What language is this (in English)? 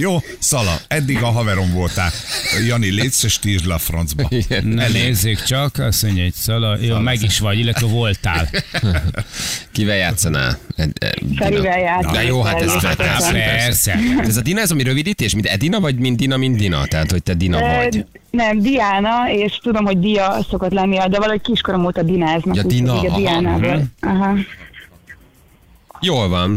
Hungarian